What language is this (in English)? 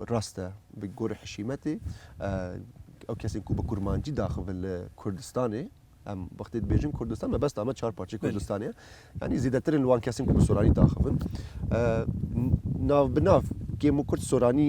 Kurdish